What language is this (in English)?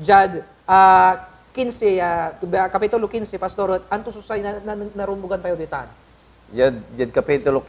Pangasinan